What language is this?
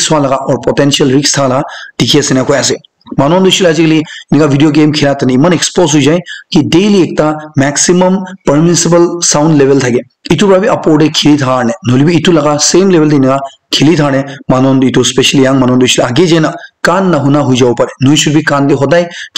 Naga Pidgin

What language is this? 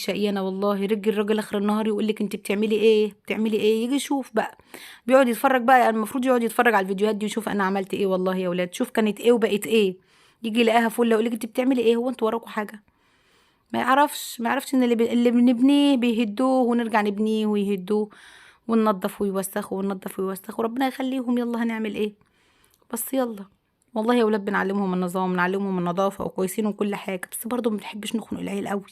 Egyptian Arabic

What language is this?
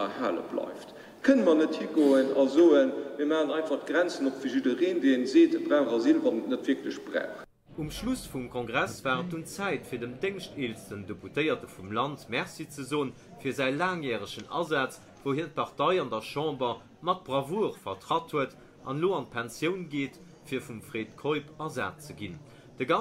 Luxembourgish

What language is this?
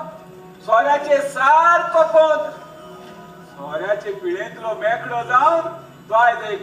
Konkani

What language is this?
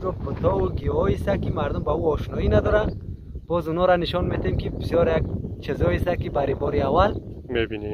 Tajik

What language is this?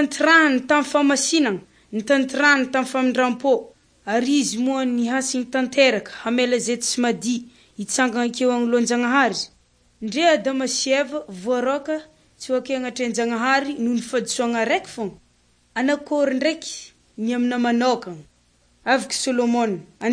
Malagasy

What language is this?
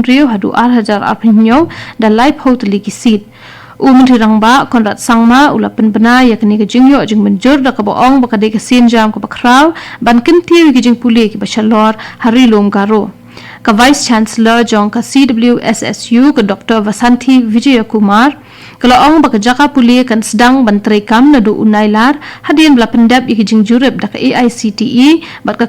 Khasi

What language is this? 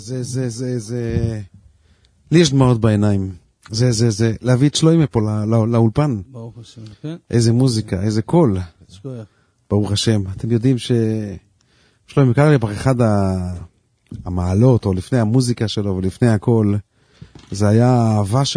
Hebrew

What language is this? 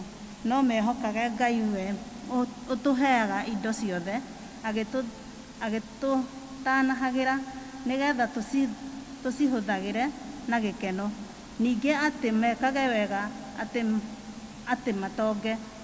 Kikuyu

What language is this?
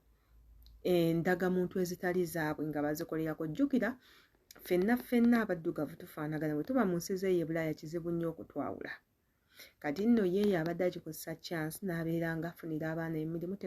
Ganda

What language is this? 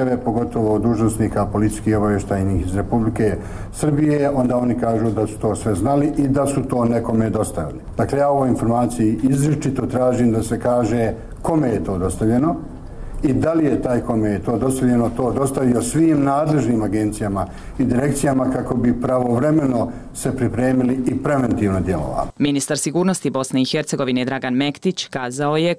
Serbian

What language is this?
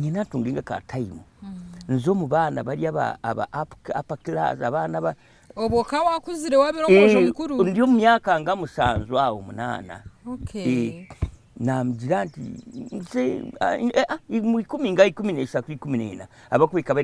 Nyankole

